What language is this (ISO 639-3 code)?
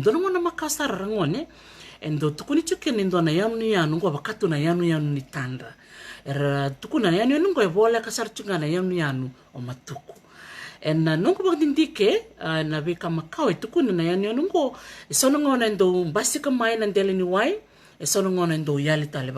fij